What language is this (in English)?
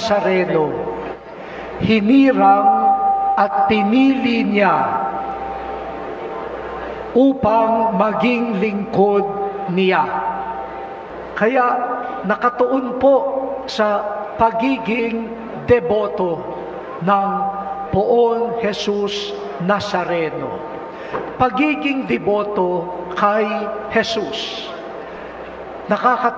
Filipino